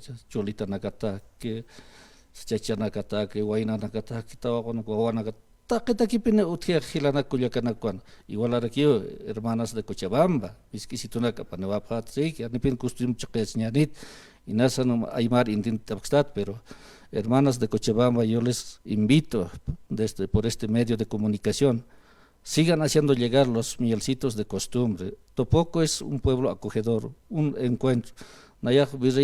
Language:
Aymara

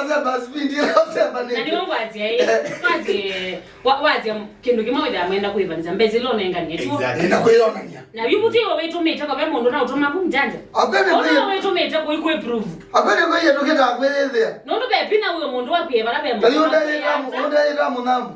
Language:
Kamba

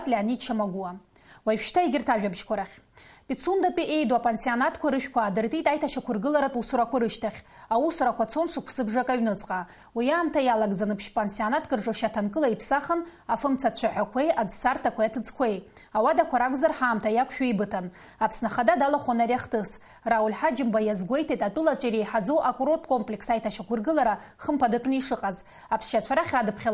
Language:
Abkhazian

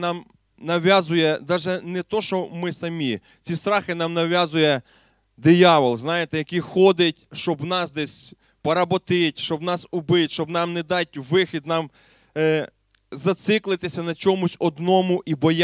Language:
Ukrainian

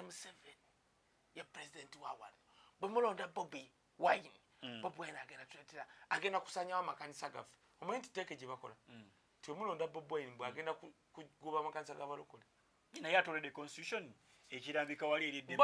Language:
Ganda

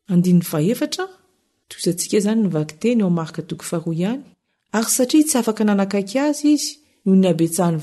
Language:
Malagasy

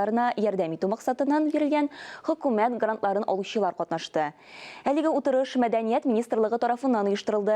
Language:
Tatar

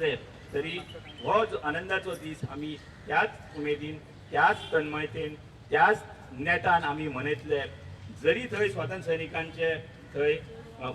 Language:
Konkani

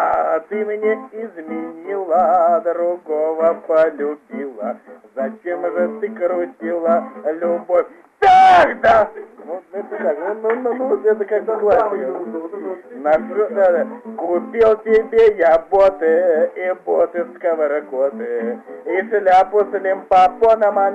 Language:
Russian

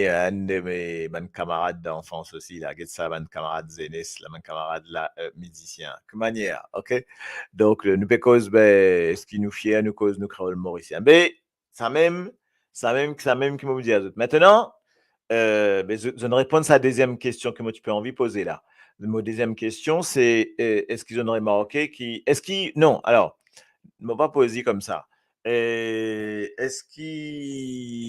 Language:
Morisyen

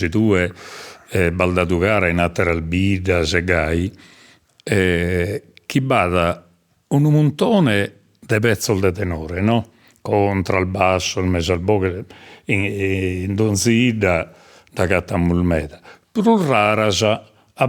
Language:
Sardinian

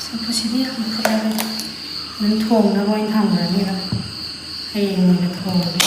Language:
Manipuri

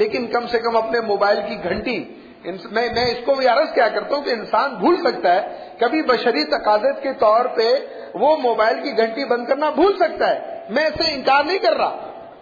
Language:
Urdu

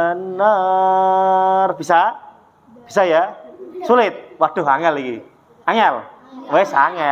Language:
Indonesian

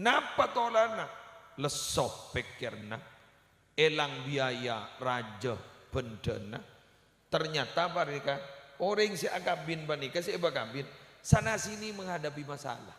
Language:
Madurese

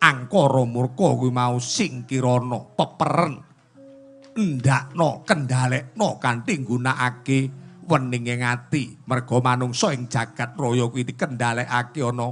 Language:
Javanese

